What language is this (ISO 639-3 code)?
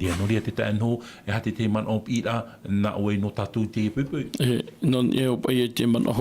tah